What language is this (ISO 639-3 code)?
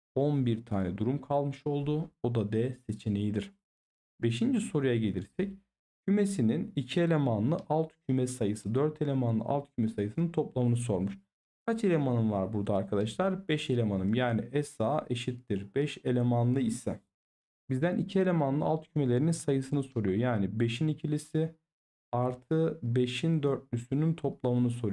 tur